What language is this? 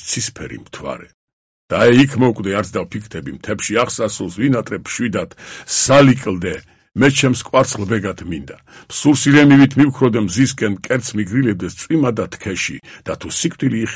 Georgian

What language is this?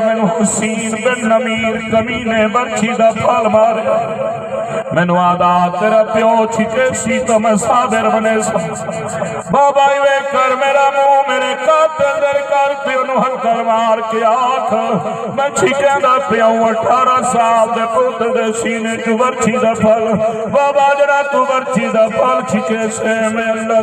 Saraiki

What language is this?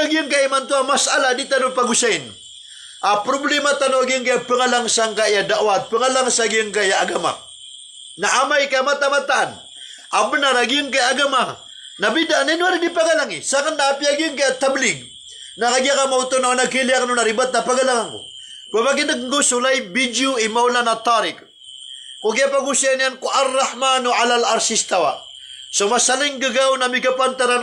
Maranao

